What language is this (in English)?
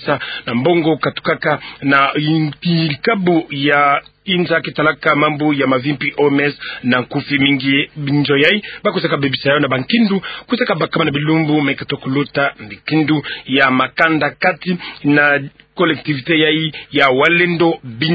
Kituba (Democratic Republic of Congo)